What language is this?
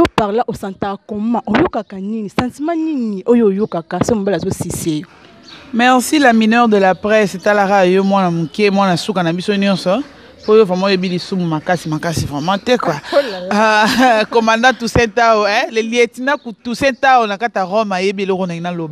Lingala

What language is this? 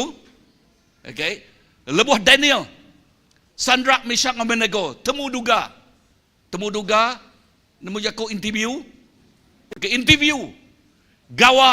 Iban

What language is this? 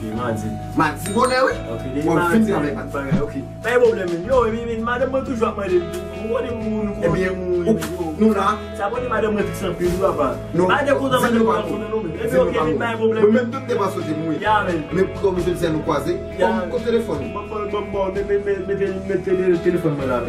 Haitian Creole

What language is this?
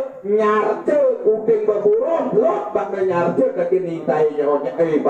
Balinese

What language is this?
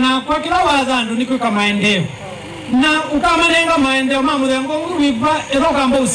Kamba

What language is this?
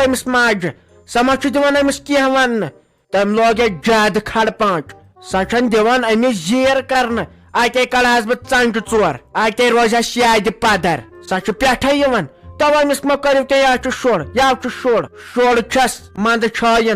Kashmiri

